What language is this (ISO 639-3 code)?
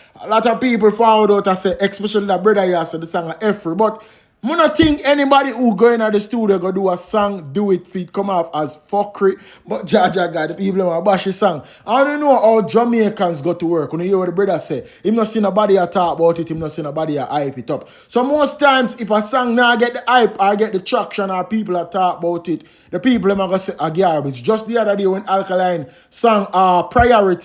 jam